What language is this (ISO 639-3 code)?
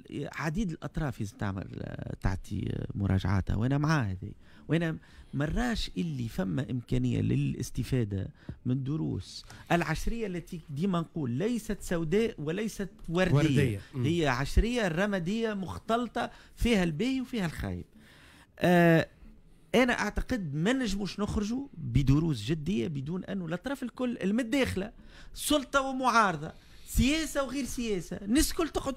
aeb